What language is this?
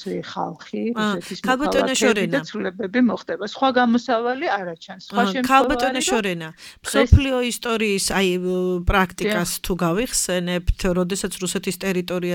Georgian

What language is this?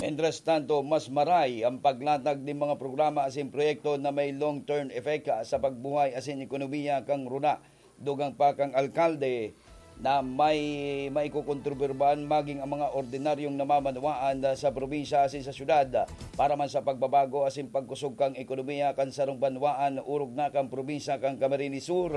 Bikol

